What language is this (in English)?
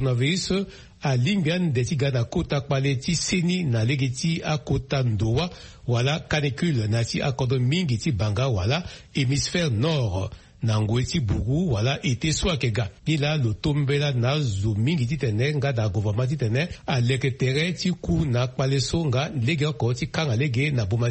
Sango